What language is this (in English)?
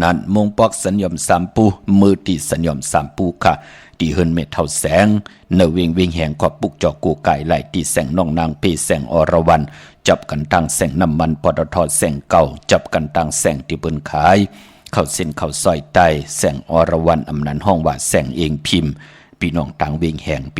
Shan